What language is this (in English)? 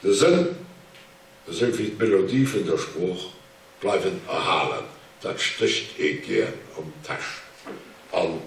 Luxembourgish